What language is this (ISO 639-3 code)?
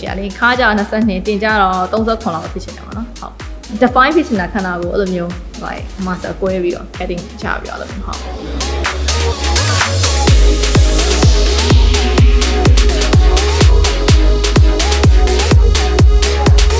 mya